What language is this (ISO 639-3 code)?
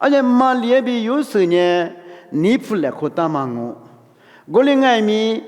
lis